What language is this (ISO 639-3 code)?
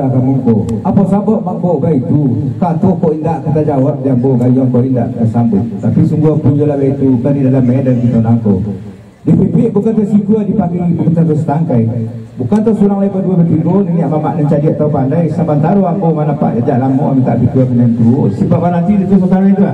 min